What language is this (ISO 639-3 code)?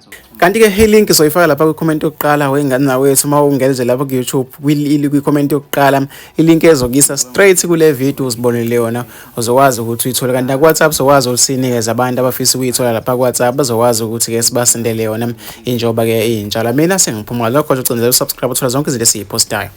zul